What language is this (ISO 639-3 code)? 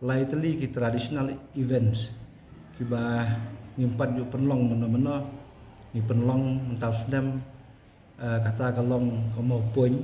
kha